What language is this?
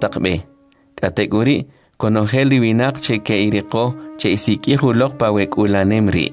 Kʼicheʼ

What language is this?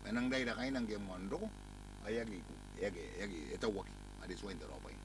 Gilbertese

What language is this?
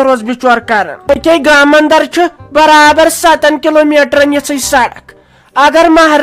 Kashmiri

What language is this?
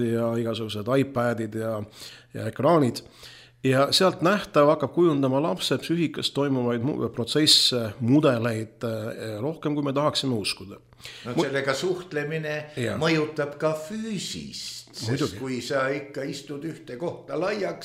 Estonian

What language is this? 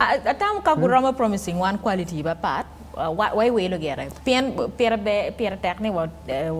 Acoli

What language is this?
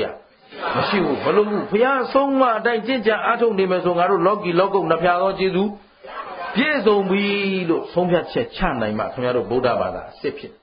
Burmese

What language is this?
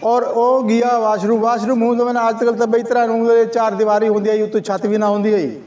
Saraiki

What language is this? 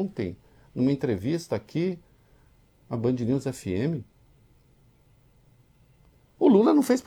Portuguese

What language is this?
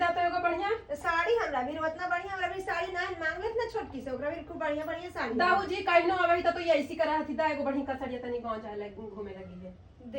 Magahi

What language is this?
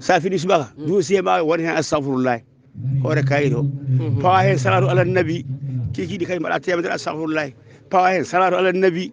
Fula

